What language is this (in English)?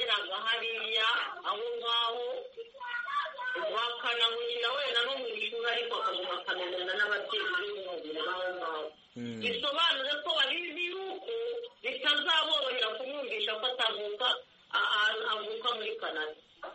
Kinyarwanda